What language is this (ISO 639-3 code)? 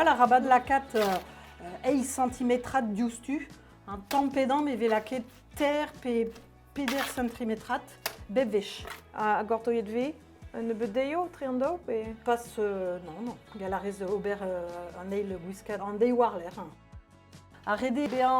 bre